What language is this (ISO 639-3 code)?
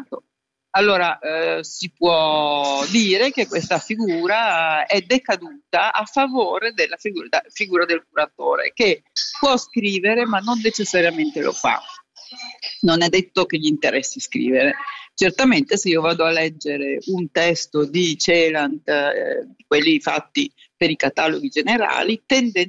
ita